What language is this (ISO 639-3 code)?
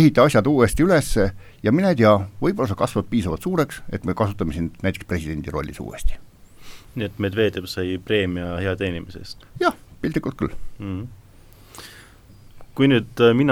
est